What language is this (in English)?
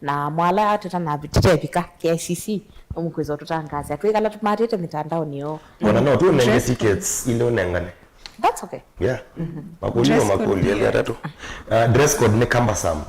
Kamba